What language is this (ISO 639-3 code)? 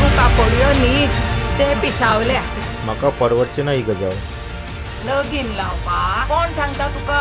kok